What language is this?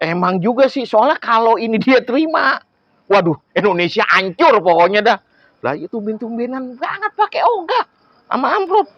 Betawi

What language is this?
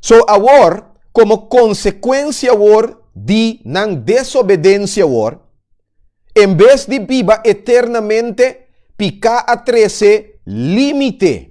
Papiamento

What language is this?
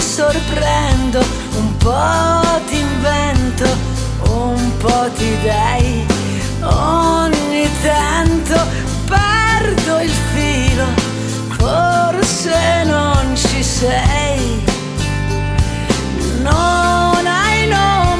Italian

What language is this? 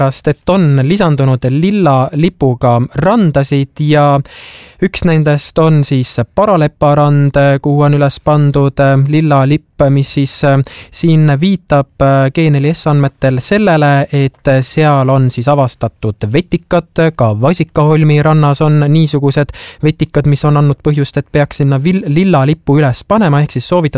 Estonian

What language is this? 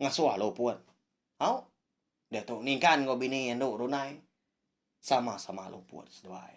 Iban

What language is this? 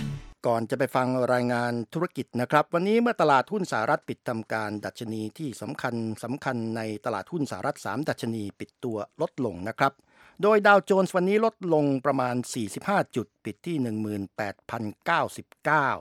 Thai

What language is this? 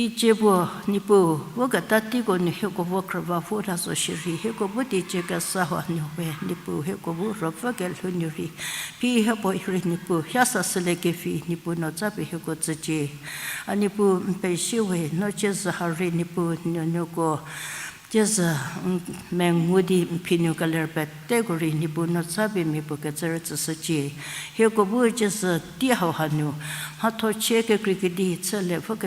Angami Naga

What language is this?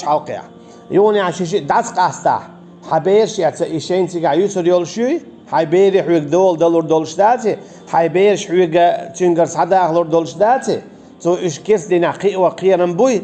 Chechen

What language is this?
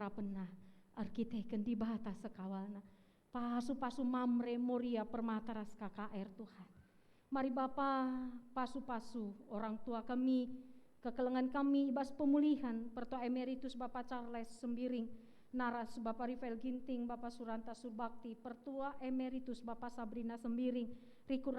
Batak Karo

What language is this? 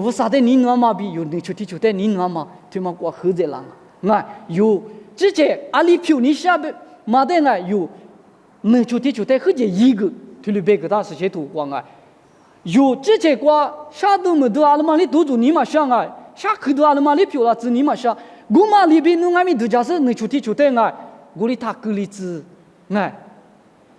Lisu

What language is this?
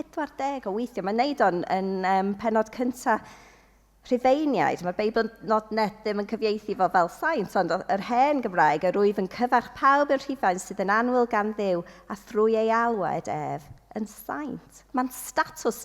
Welsh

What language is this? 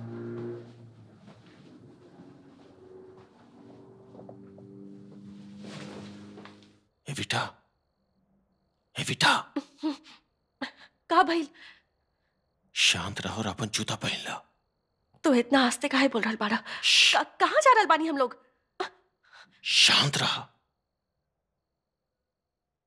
Bhojpuri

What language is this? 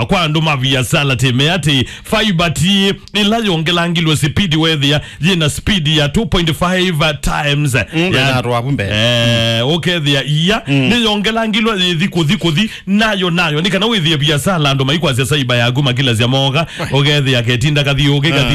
Kamba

